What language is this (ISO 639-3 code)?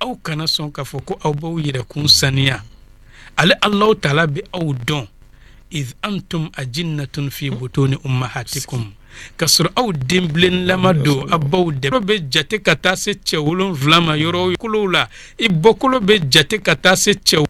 bam